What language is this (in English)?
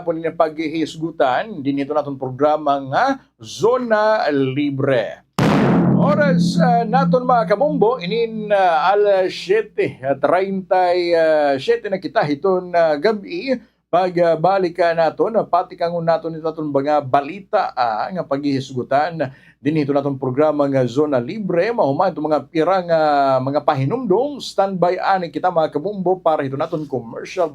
Waray